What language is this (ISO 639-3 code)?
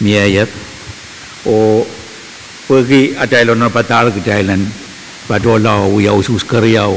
pon